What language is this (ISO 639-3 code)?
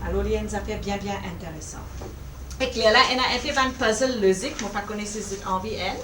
mfe